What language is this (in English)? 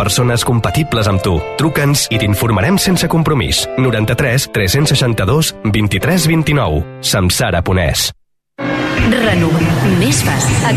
Catalan